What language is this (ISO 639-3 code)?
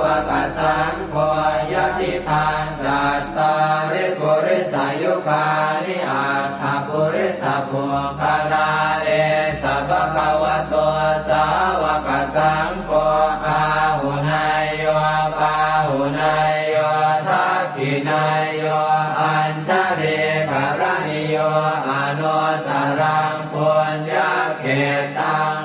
pli